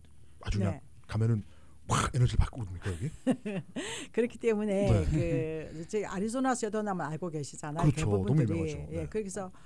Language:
Korean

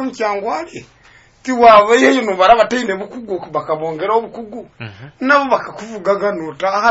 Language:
Nyoro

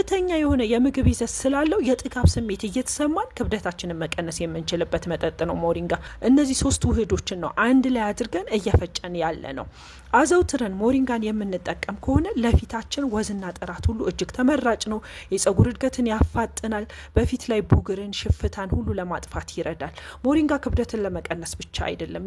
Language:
Amharic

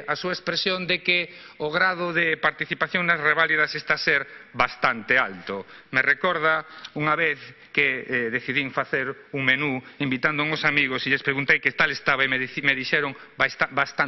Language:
Galician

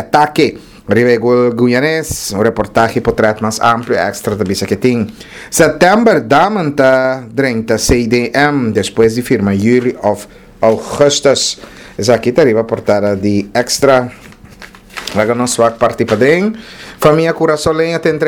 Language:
Papiamento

